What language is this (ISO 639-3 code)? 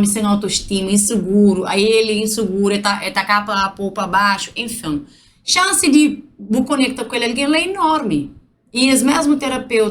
kea